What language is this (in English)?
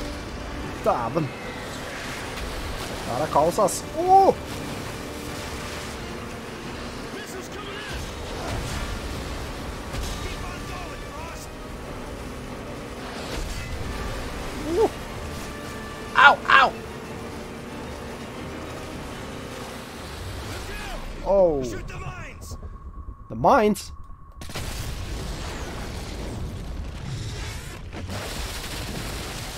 Norwegian